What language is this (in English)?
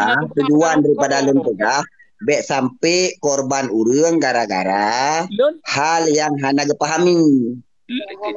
Achinese